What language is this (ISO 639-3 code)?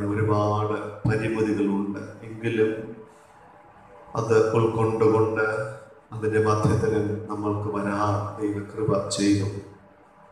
mal